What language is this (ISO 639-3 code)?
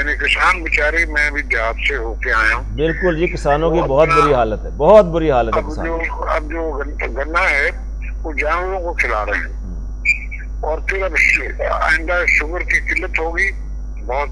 urd